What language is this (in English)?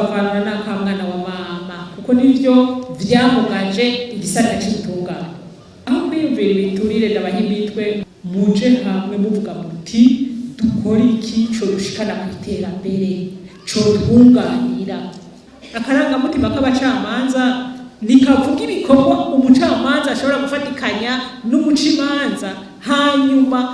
Rundi